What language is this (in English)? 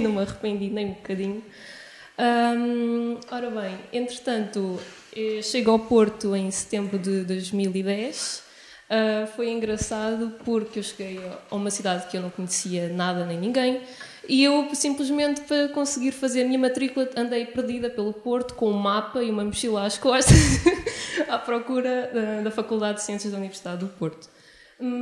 Portuguese